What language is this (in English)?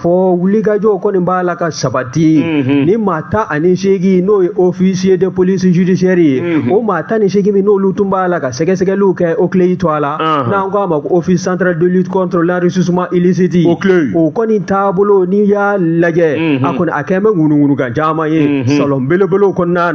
Bambara